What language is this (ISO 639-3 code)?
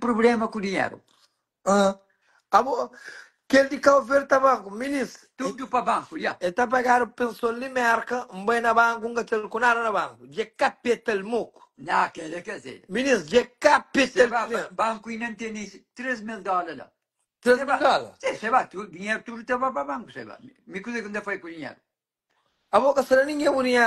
kea